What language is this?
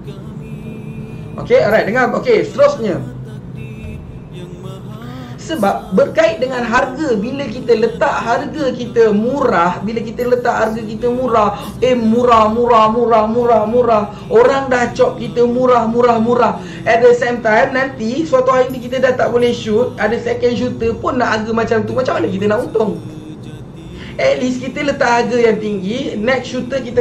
Malay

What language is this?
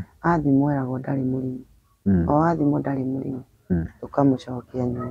Kikuyu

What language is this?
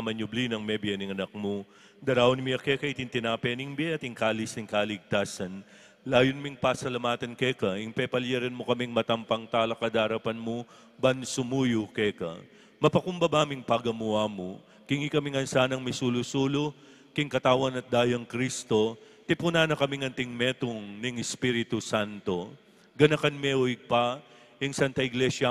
Pampanga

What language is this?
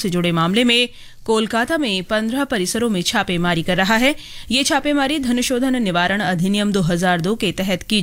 Hindi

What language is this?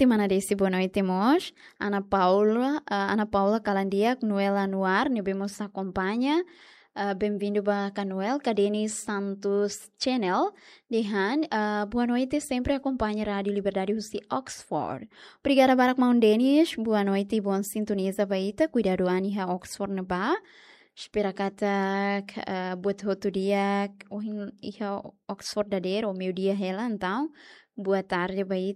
Tetum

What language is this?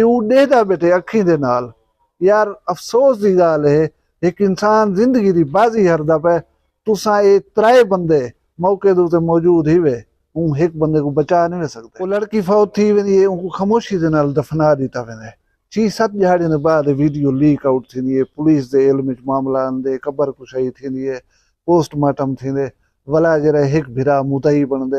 Saraiki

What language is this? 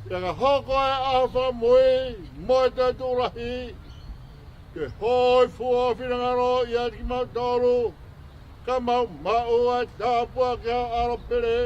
Tongan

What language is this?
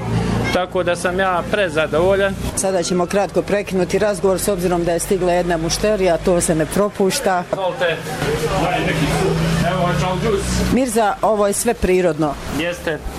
Bosnian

